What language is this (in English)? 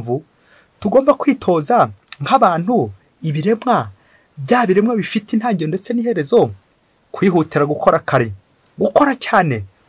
Kinyarwanda